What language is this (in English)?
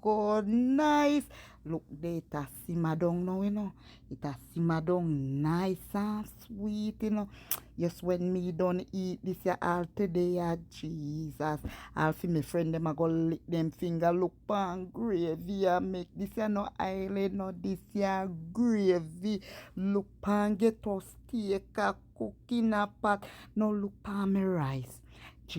Jamaican Creole English